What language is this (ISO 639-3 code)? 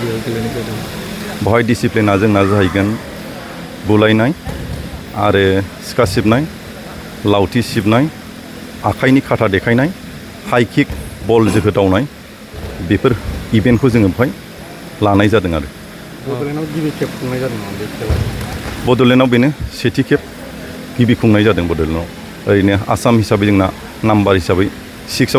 brx